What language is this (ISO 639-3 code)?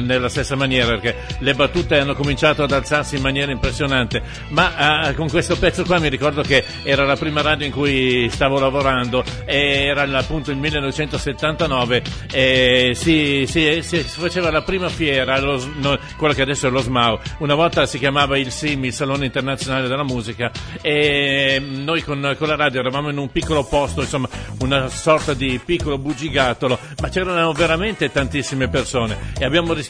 ita